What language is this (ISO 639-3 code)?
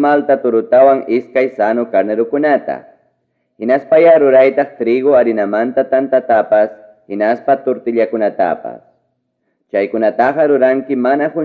quy